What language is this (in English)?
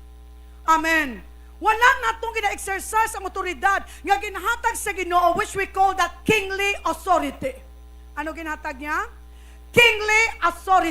Hiligaynon